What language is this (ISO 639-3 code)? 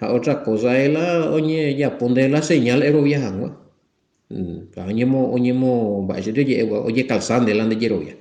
grn